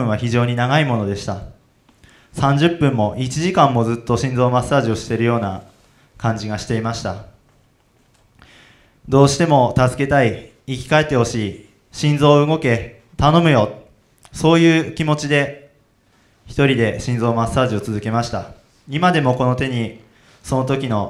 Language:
Japanese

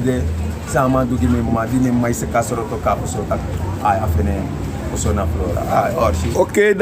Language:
Sranan Tongo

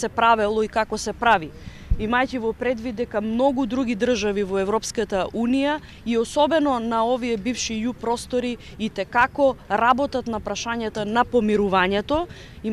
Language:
Macedonian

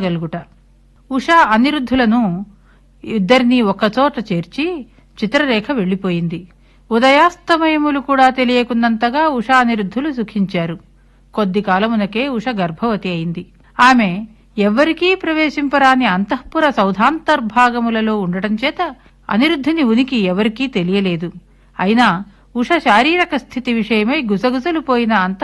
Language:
Telugu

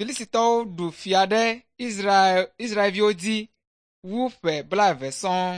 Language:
Ewe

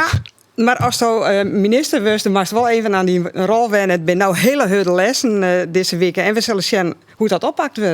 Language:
Western Frisian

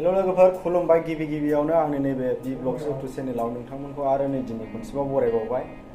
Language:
Bodo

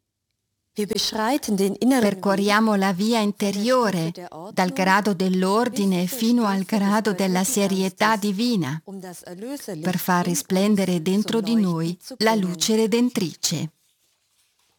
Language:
Italian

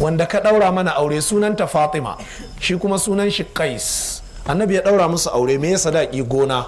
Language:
Hausa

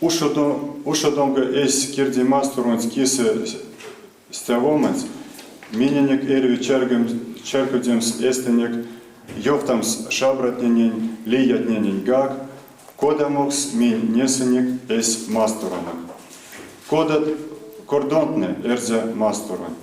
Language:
Erzya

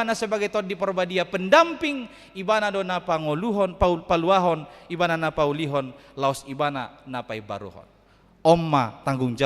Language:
Batak Toba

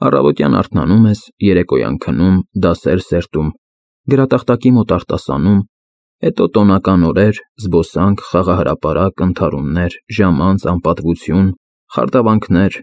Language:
Armenian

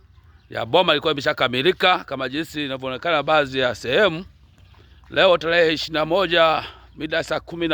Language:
Swahili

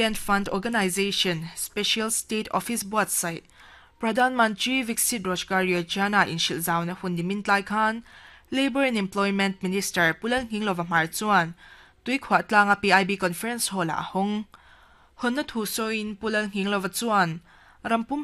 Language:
Mizo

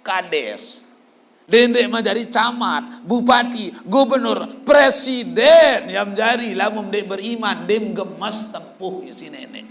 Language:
Sasak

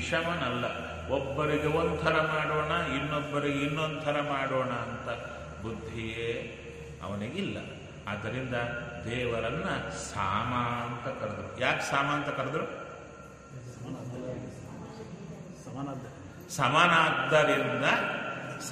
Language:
Kannada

